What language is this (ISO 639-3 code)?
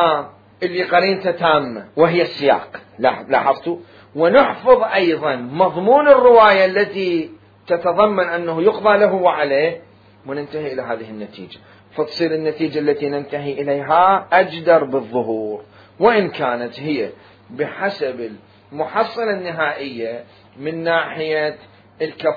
acm